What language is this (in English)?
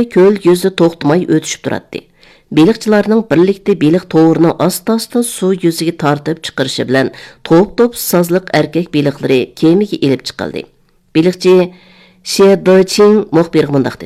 Uyghur